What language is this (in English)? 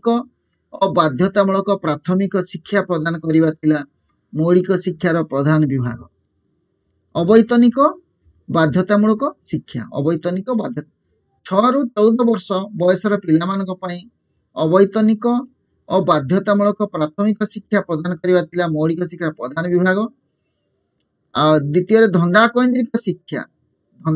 Odia